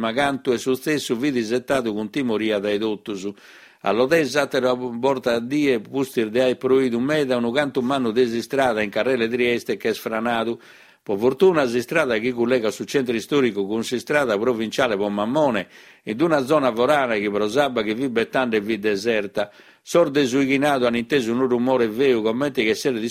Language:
Sardinian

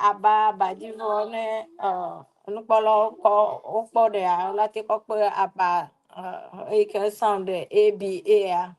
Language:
Ewe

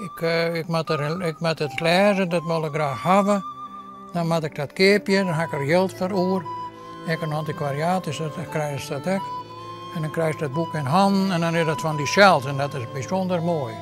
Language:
Western Frisian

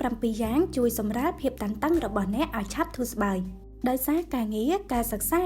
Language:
Khmer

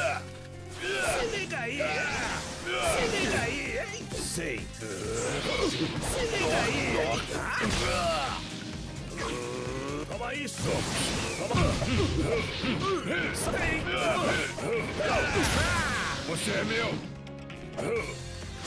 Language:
Portuguese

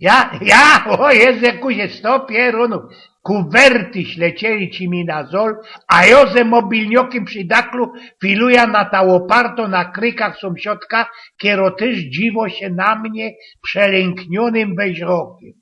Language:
Silesian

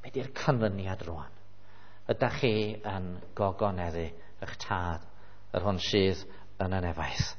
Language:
Welsh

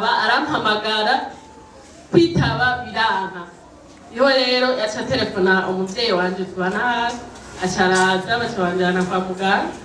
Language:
Rundi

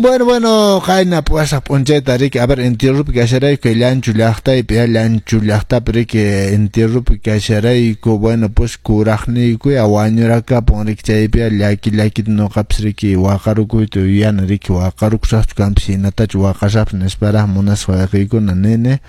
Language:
Quechua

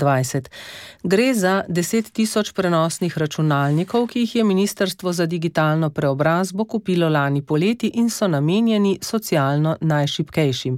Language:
Slovenian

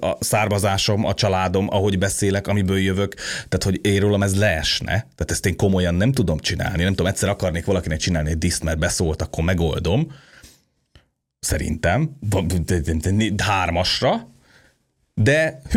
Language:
Hungarian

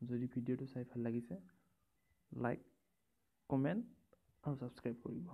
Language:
Assamese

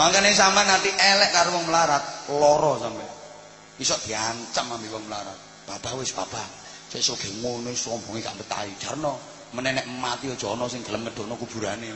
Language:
Javanese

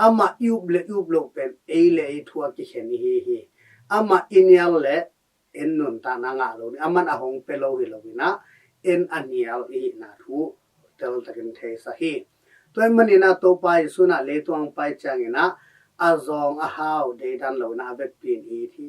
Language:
Tedim Chin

